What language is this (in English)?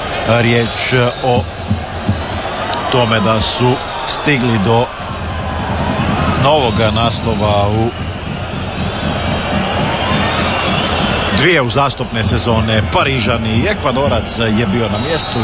Croatian